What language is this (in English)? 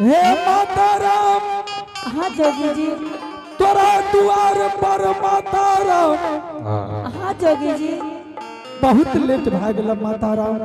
Angika